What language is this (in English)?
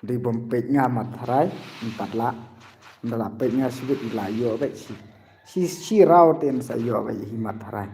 Khasi